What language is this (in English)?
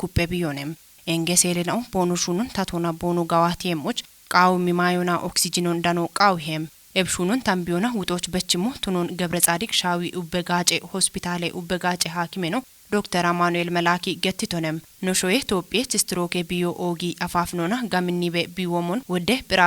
Kafa